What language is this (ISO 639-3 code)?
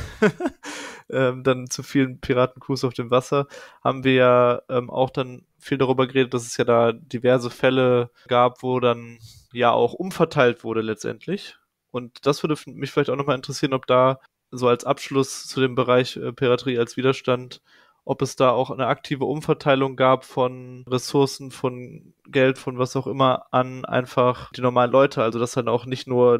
deu